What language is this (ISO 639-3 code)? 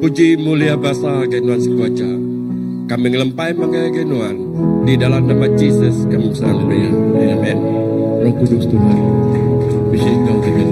iba